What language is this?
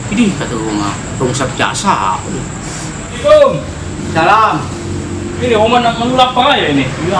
Betawi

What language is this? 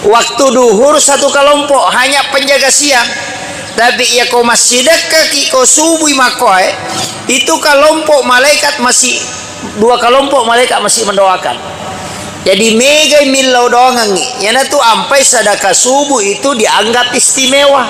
Buginese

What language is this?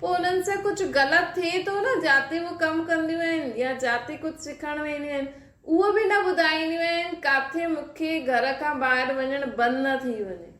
Sindhi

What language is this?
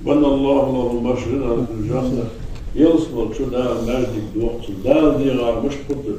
Ingush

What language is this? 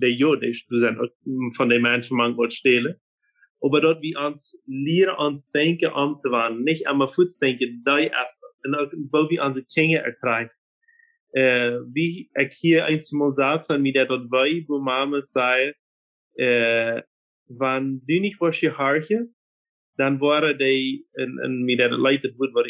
Plautdietsch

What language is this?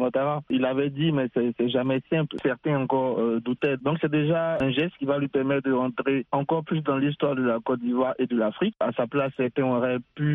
French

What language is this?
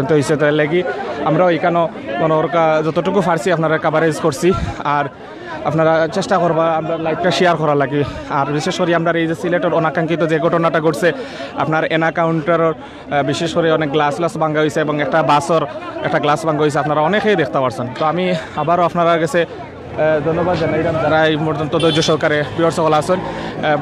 Sylheti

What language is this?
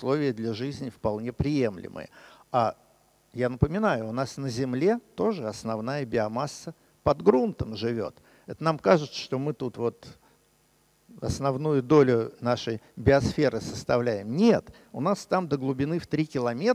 Russian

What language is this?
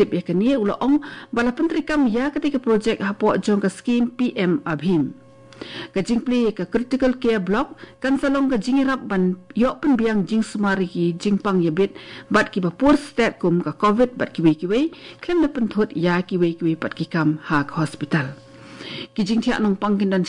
Khasi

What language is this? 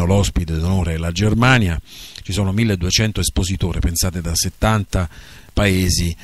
Italian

